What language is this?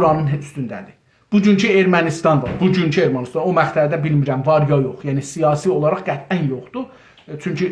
South Azerbaijani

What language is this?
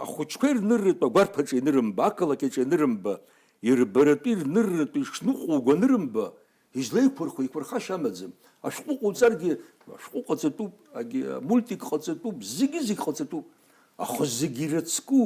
Abkhazian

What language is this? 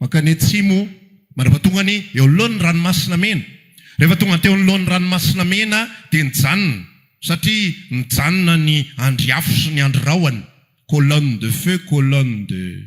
Malagasy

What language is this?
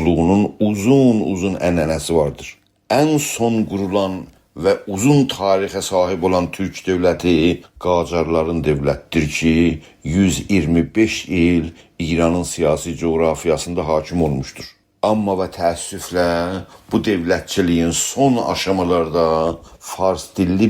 South Azerbaijani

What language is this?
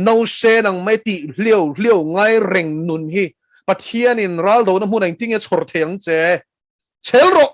Mizo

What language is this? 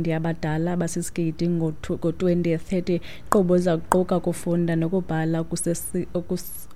Xhosa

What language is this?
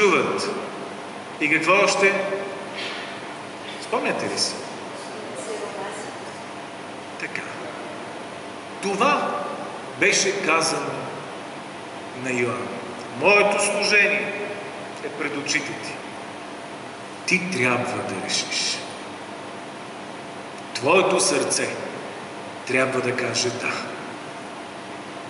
Bulgarian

